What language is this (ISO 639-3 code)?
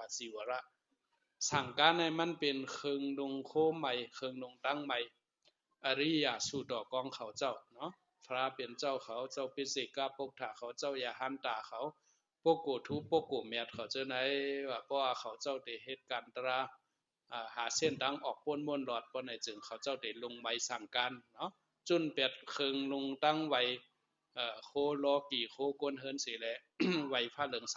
shn